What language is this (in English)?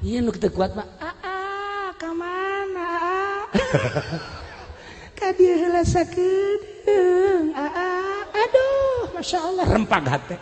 Sundanese